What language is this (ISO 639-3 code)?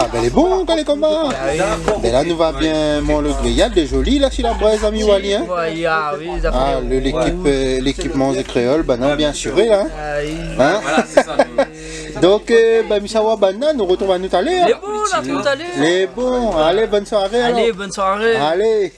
rcf